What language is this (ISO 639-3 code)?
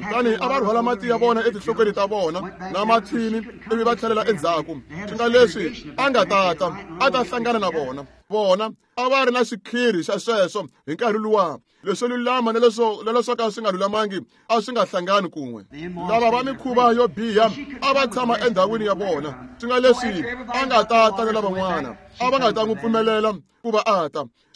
tso